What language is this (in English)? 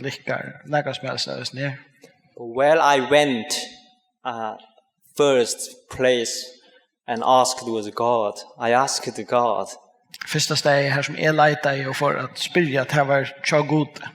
Faroese